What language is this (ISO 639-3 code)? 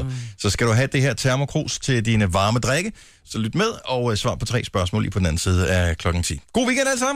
dan